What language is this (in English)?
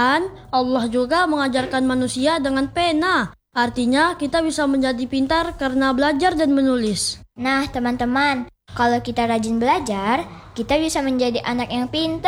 Indonesian